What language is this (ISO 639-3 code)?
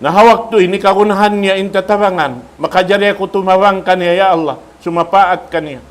tsg